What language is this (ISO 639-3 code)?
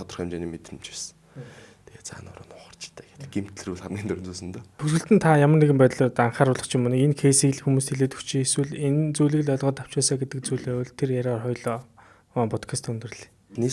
mon